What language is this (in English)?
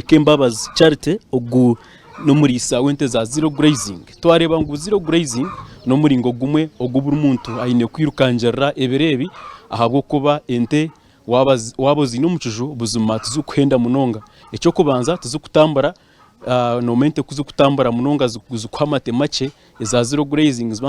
Nyankole